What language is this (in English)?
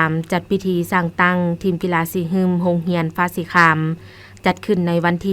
Lao